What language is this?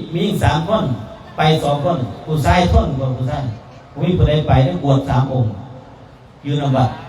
Northeastern Thai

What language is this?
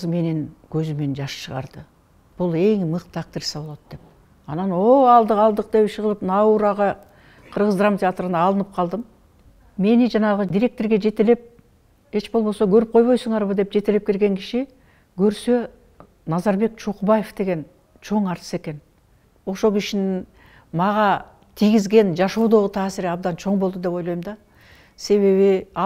Kyrgyz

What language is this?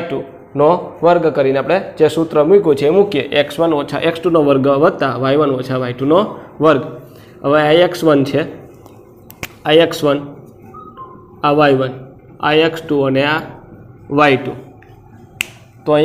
Gujarati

